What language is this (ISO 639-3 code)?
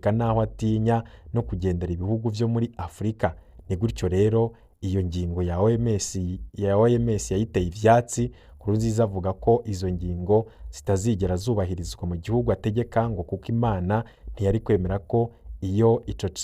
run